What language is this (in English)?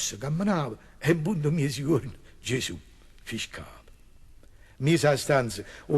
Neapolitan